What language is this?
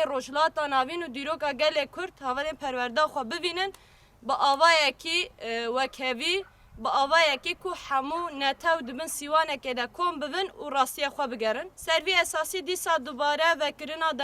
Kurdish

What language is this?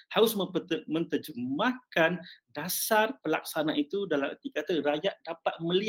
Malay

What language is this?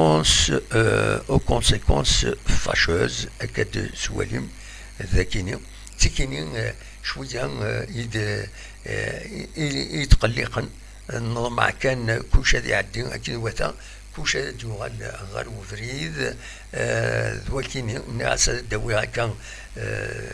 Kabyle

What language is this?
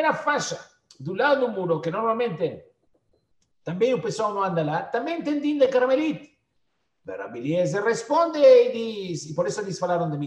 Portuguese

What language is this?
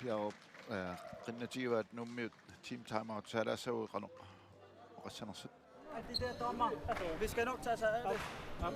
Kalaallisut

